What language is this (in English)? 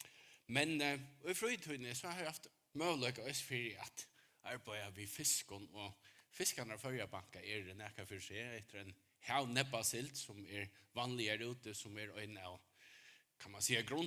Faroese